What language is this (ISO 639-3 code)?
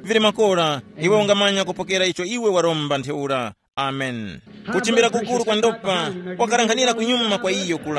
tum